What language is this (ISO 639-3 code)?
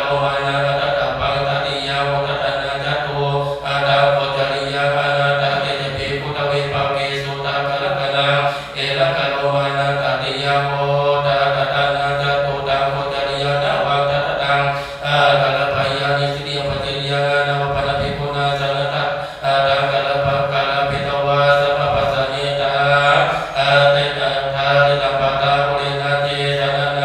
pli